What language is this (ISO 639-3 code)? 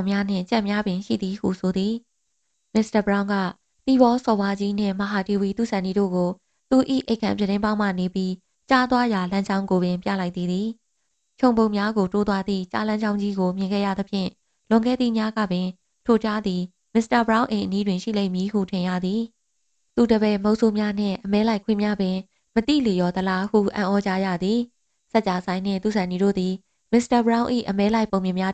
mya